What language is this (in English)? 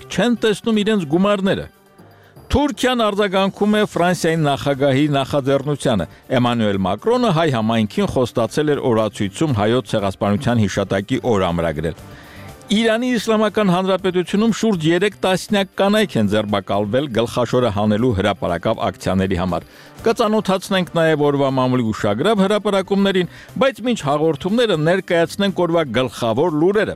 Armenian